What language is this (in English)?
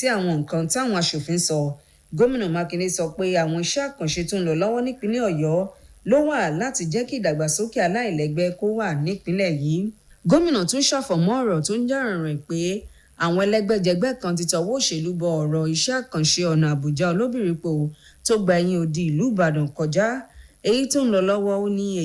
Yoruba